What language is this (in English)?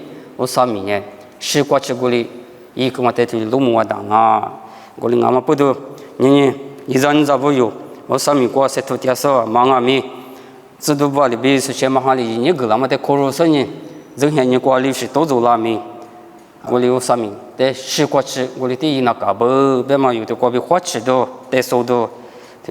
Lisu